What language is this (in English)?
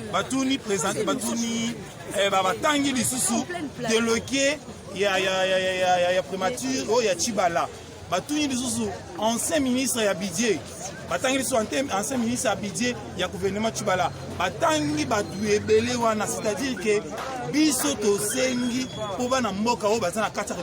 Lingala